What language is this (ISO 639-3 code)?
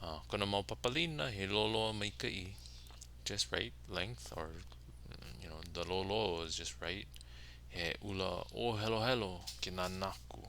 haw